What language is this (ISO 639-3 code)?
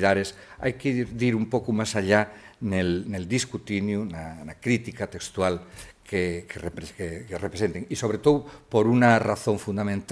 ast